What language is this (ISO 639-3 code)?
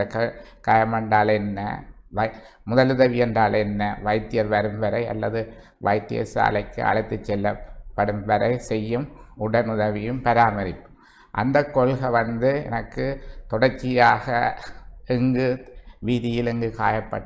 tam